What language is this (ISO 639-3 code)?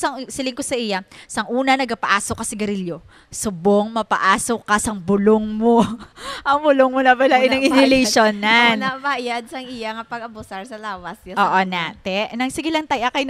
hil